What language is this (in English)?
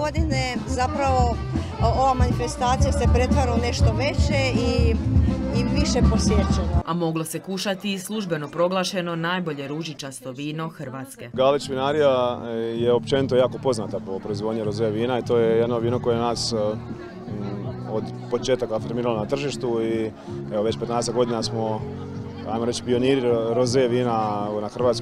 Croatian